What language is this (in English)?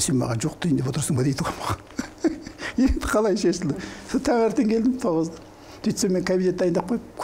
Kazakh